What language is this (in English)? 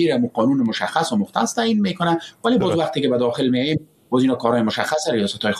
Persian